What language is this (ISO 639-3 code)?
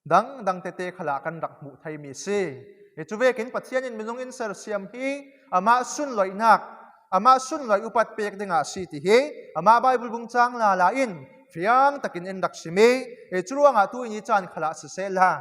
cfm